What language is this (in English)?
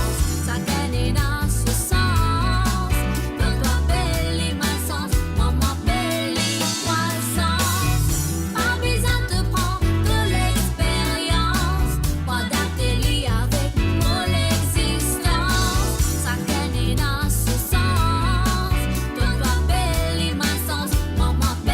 Morisyen